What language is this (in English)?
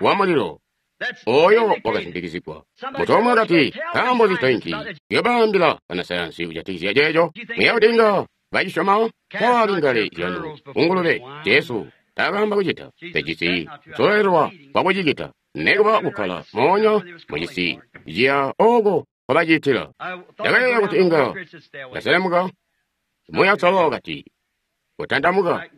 Tonga (Zambia)